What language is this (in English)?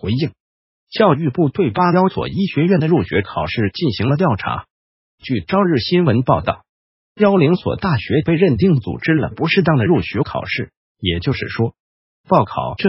Chinese